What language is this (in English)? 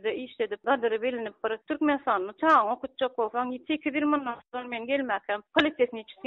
Turkmen